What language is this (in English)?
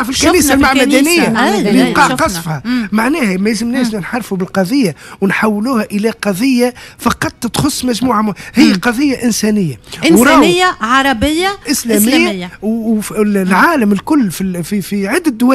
Tunisian Arabic